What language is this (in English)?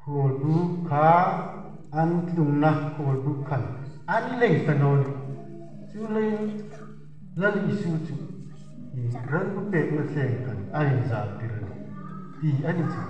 Hmar